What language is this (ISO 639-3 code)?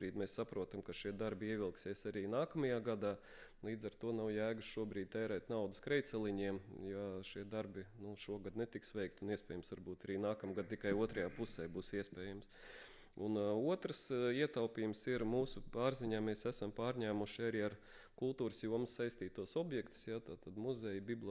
lav